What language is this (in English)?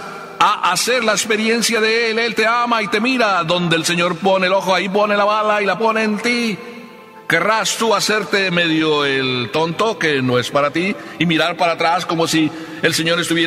Spanish